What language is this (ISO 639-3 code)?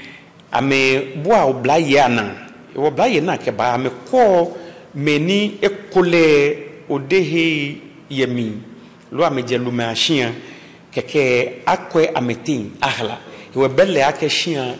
gaa